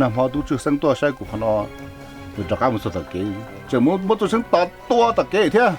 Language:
Hmong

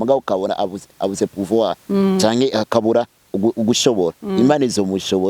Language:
Rundi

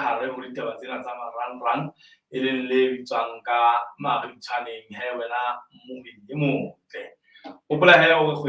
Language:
Southern Sotho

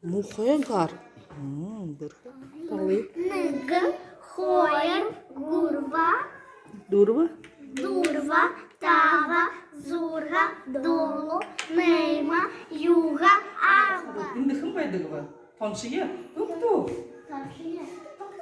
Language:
Buriat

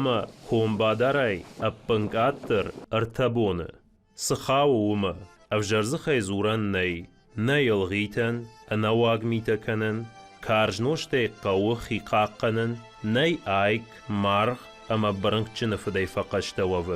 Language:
Ossetic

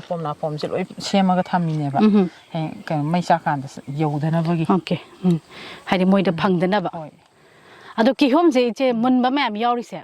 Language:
Manipuri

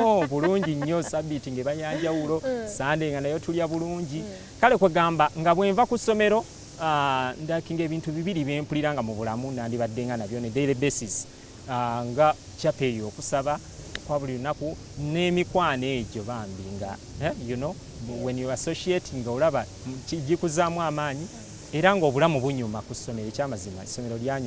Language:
Ganda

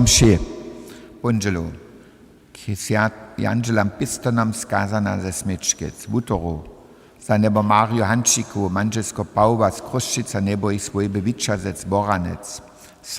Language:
Upper Sorbian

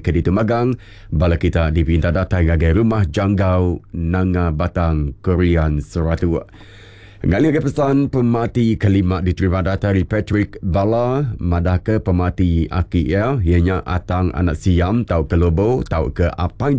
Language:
Iban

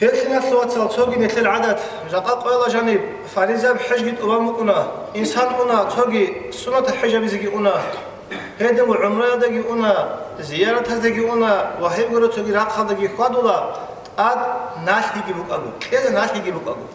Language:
Avaric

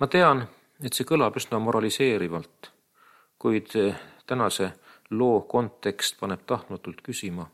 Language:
Estonian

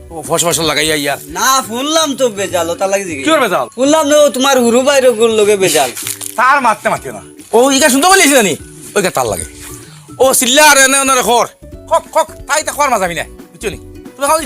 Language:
Sylheti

